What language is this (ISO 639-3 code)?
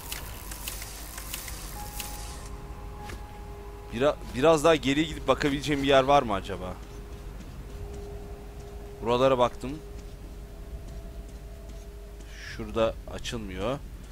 tur